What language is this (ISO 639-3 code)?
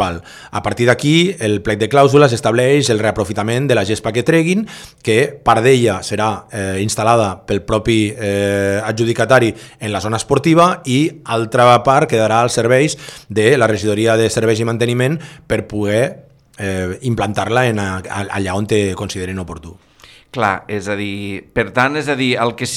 cat